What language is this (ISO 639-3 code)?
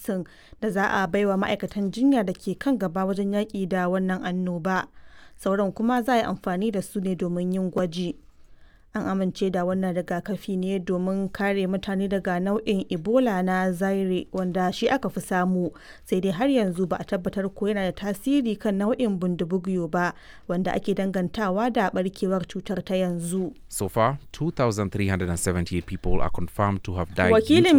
hau